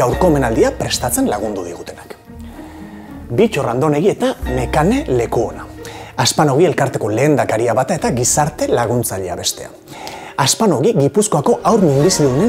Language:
Basque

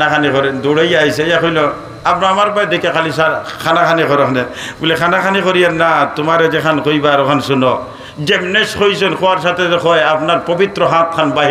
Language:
Sylheti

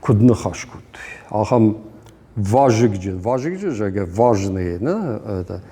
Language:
Ossetic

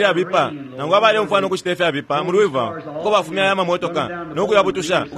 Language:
Bemba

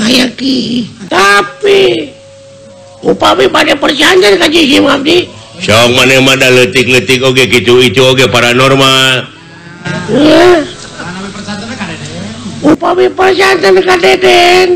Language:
Sundanese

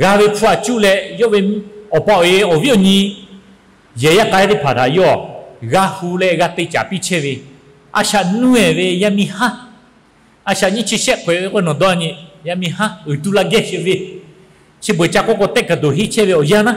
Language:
Lahu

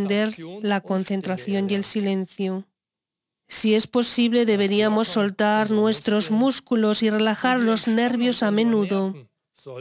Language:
Spanish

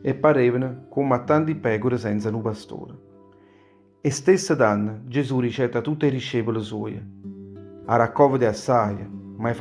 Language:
Neapolitan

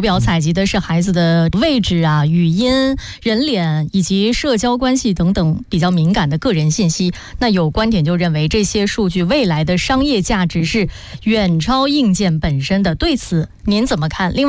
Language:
Chinese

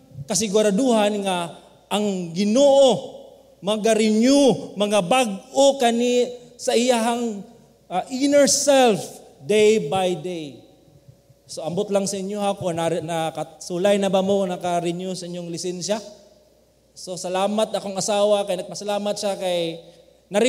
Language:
Cebuano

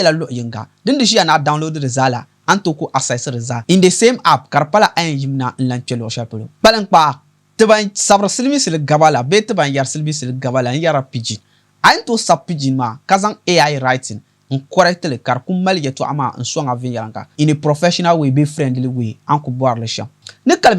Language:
Dagbani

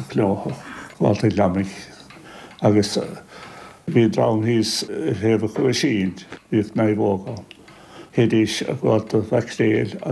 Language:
Irish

